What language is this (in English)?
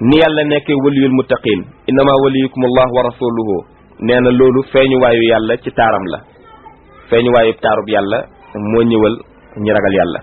Wolof